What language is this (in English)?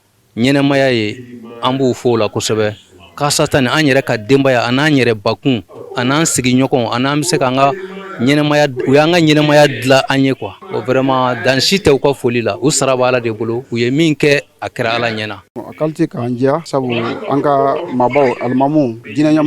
Bambara